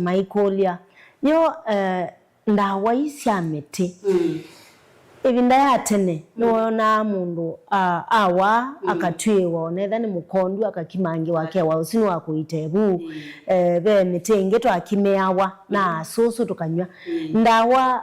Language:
Kamba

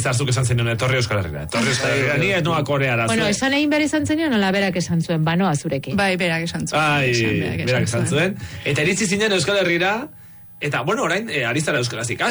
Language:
Basque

